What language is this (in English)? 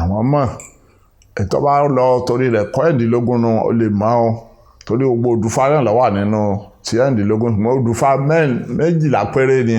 Yoruba